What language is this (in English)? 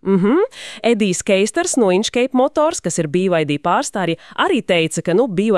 Latvian